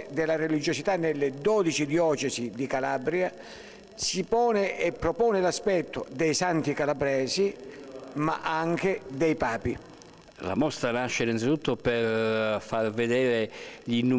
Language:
Italian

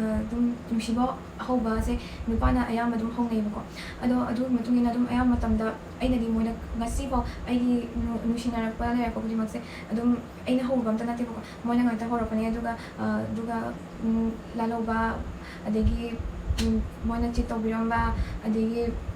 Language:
Manipuri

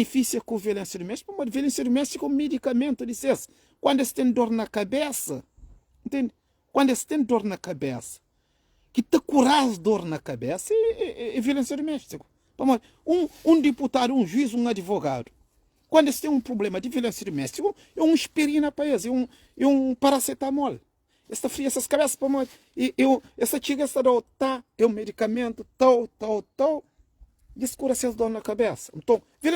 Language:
Kabuverdianu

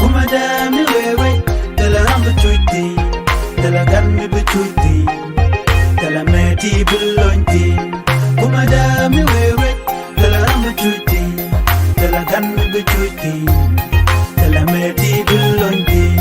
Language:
Nuer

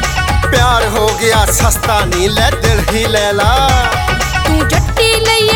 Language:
Punjabi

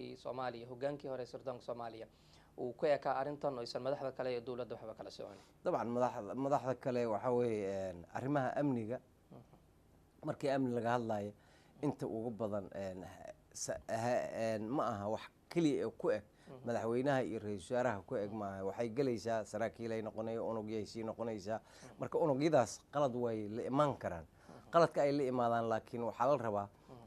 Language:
Somali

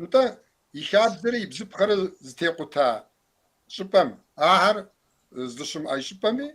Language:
Kabardian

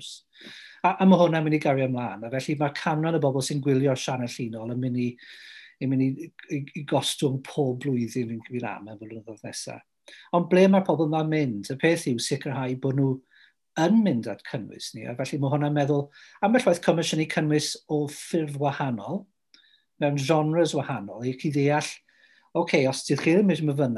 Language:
Welsh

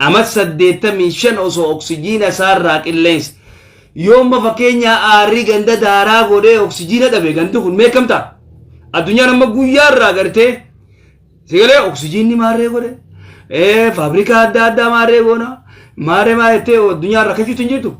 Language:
Oromo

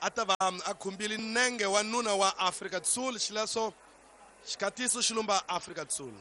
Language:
Tsonga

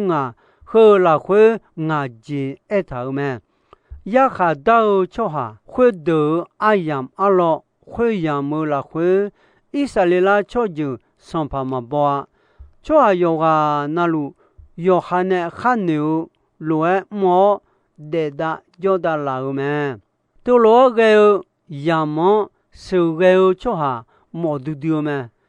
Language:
Akha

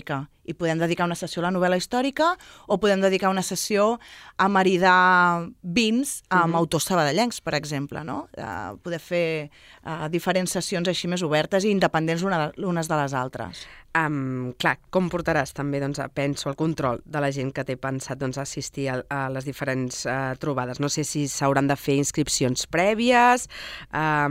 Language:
Catalan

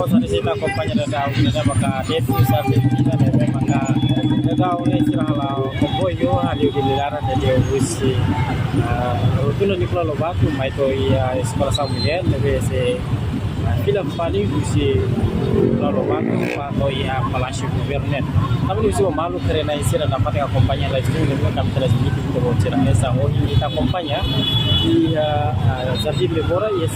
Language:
Tetum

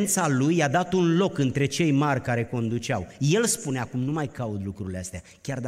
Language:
Romanian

